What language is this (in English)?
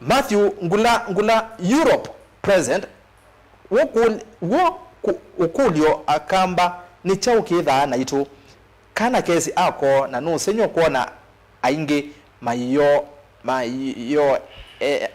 Kamba